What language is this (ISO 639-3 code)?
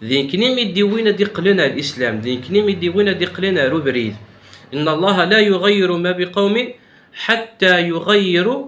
kab